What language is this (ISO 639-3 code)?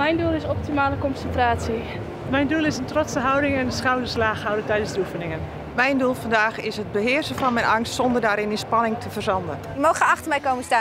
fry